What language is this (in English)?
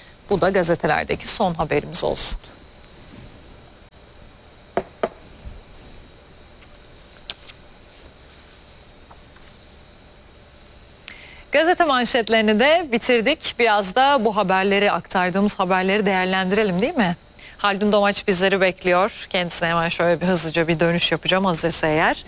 Turkish